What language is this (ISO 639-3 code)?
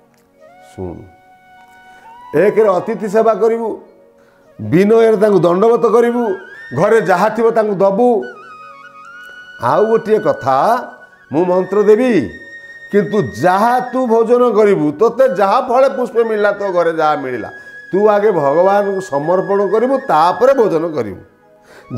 ori